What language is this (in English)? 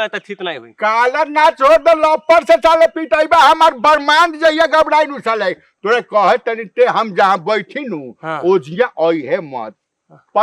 Bhojpuri